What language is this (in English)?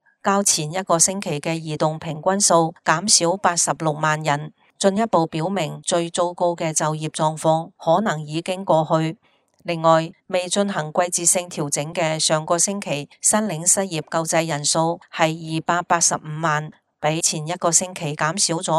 Cantonese